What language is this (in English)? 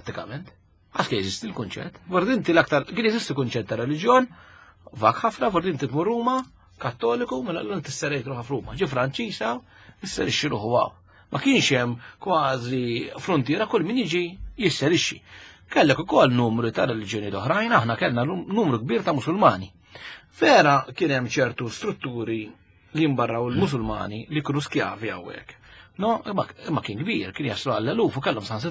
Maltese